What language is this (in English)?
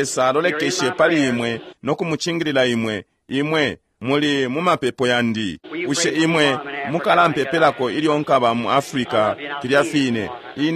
Bemba